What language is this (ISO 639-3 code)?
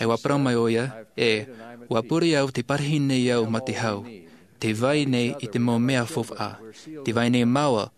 tah